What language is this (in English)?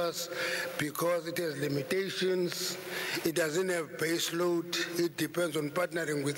English